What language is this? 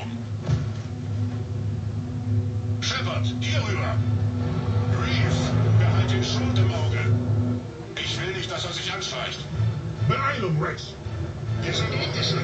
German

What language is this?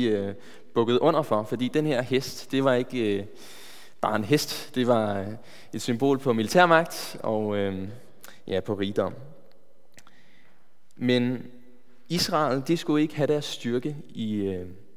Danish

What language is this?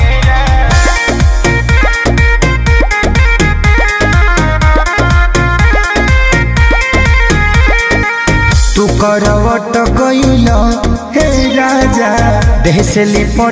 Bhojpuri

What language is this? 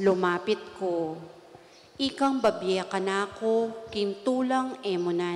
Pampanga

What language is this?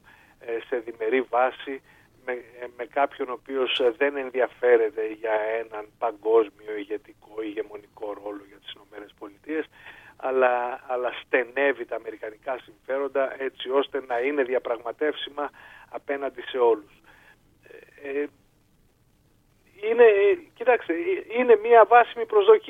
Greek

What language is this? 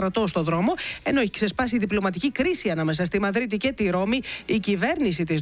Greek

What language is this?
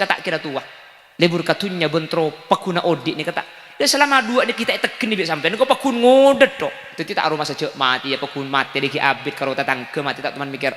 Madurese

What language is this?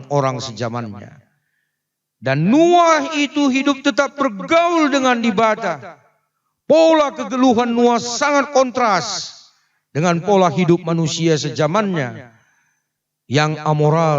Batak Karo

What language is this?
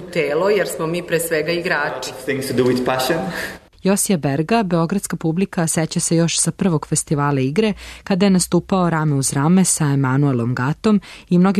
Serbian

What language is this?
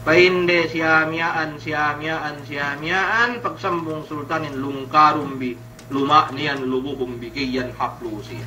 Yakan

